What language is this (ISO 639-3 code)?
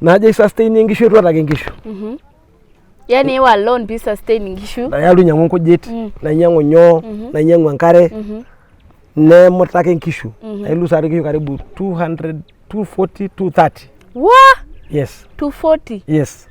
mas